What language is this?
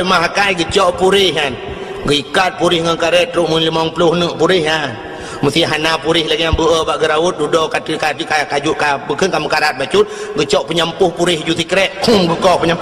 Achinese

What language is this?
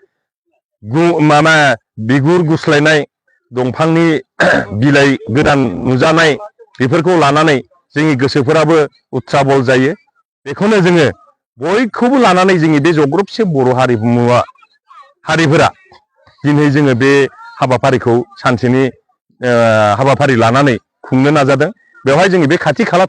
Bodo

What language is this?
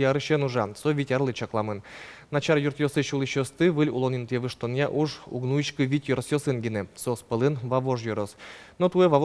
Udmurt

